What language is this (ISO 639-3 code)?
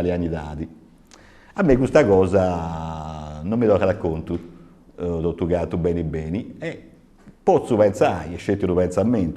srd